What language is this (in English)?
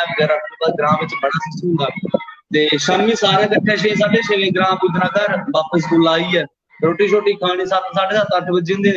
Dogri